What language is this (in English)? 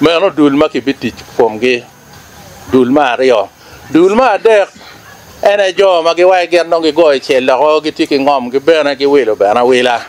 Acoli